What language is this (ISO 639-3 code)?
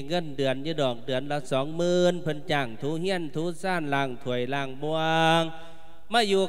lao